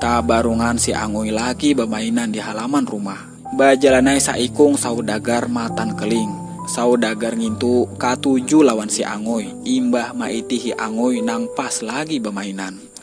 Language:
Banjar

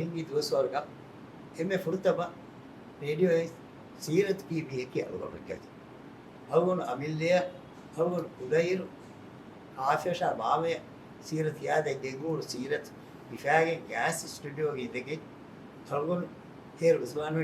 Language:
Divehi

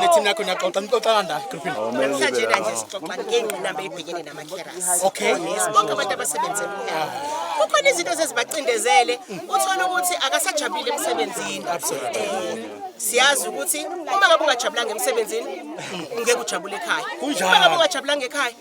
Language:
Zulu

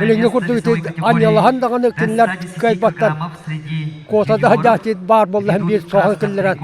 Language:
Yakut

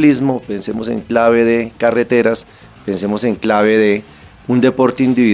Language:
Spanish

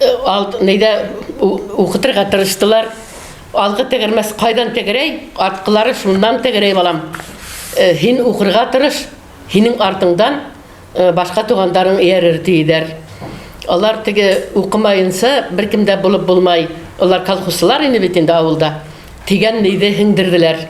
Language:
Bashkir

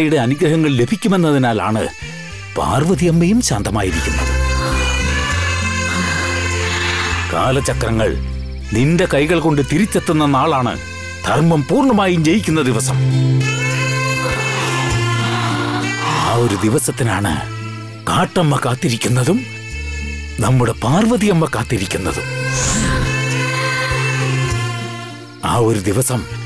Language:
Malayalam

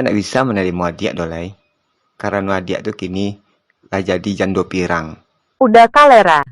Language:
Minangkabau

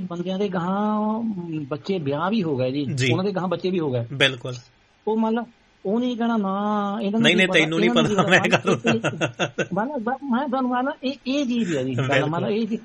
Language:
Punjabi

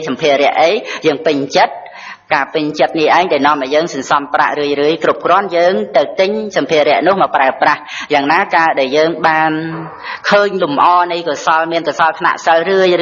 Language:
Khmer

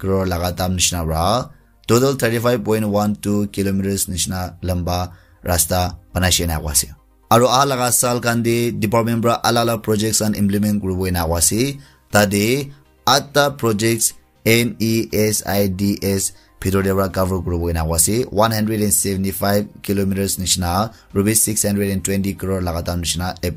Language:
Naga Pidgin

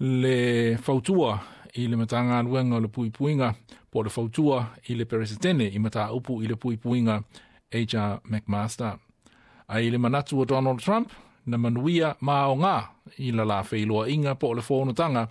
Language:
Samoan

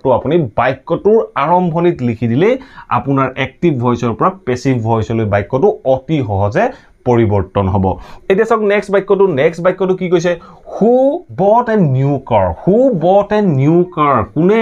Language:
Assamese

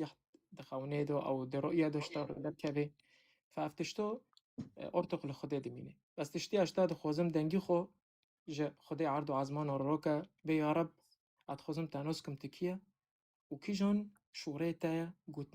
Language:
Kurdish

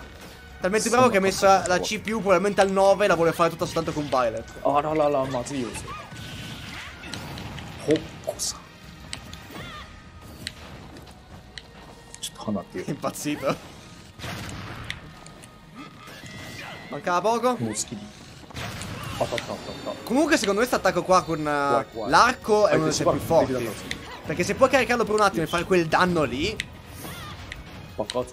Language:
Italian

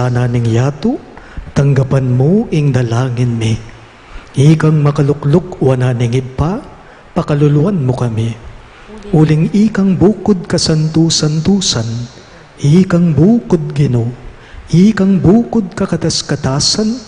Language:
Pampanga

